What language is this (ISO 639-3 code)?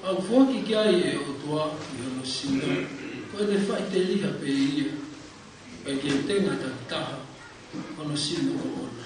ton